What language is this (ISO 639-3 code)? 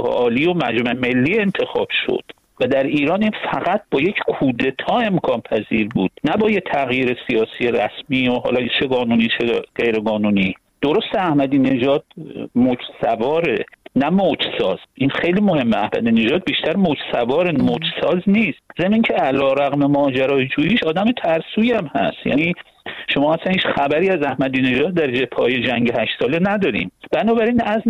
fas